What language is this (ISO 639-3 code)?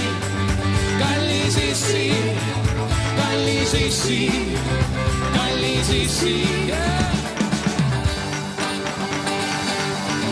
est